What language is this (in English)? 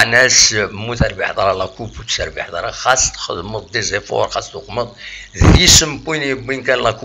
Kabyle